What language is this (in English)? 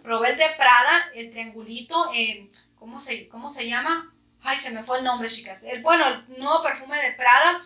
Spanish